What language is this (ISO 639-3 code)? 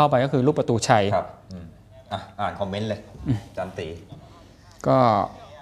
tha